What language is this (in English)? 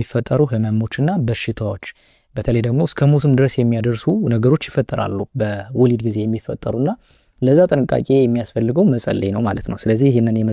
Amharic